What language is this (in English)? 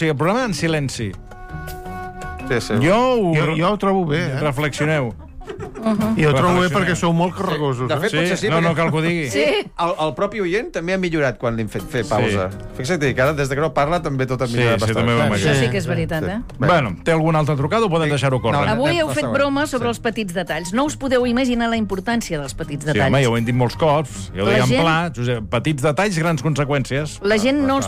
Catalan